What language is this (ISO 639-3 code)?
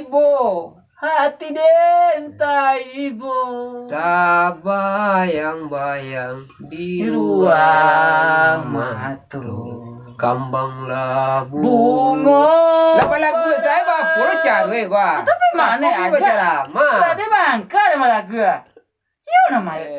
min